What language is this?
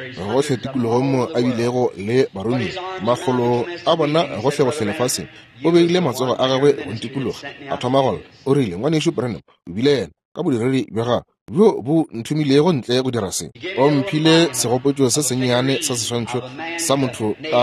Northern Sotho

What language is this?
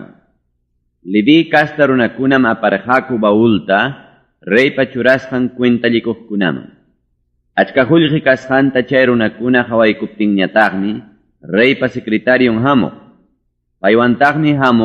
Ayacucho Quechua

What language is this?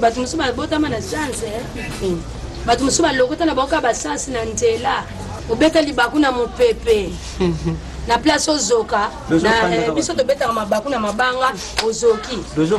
Lingala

